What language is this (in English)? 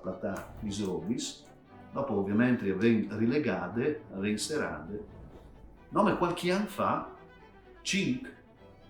Friulian